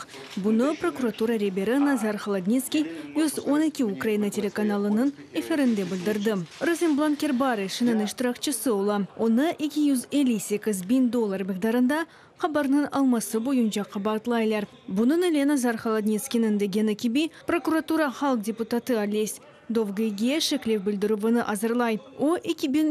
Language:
Crimean Tatar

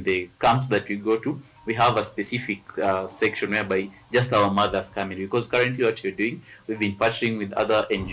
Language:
Kamba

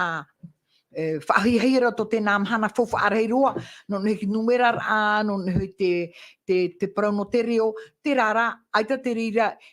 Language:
Tahitian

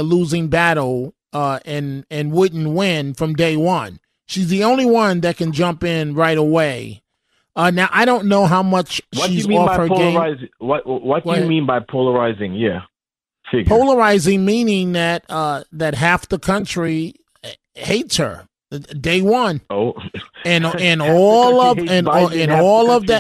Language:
English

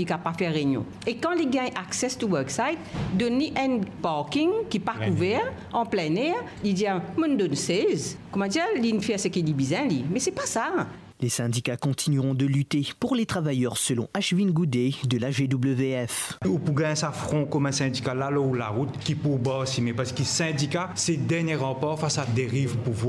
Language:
Morisyen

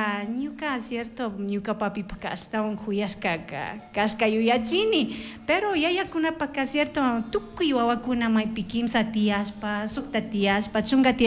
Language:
Chimborazo Highland Quichua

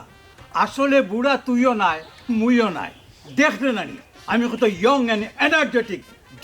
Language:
Sylheti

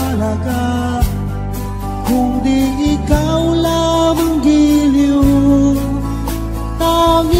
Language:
Filipino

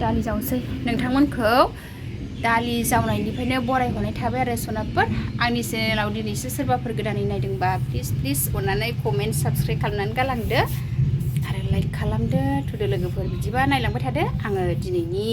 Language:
Bodo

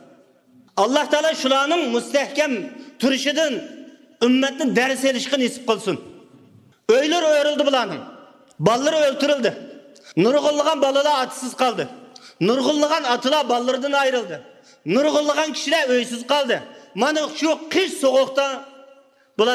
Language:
Uyghur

